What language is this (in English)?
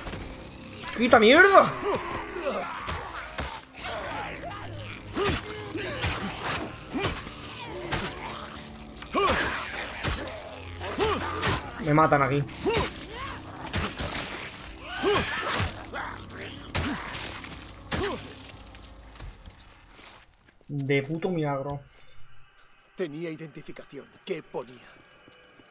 Spanish